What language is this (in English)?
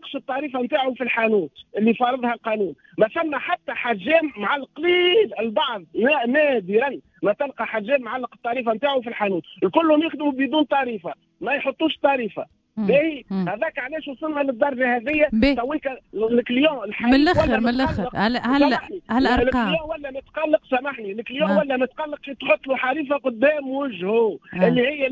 Tunisian Arabic